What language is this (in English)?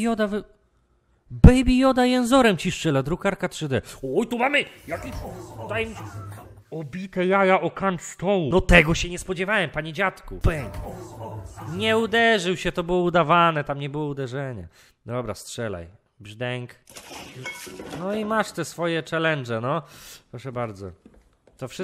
Polish